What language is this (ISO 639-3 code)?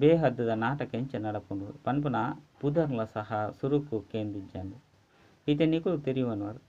tcy